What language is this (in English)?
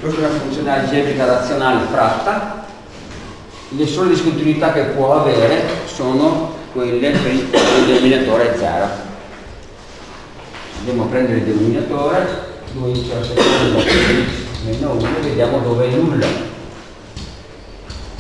Italian